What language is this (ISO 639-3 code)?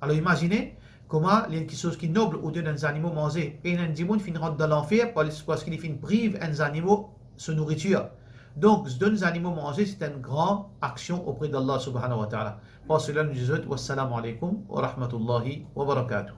mfe